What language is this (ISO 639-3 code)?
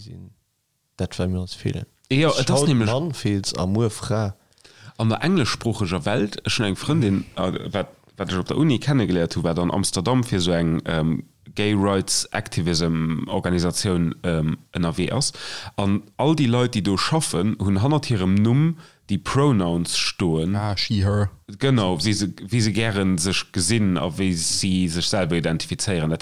ltz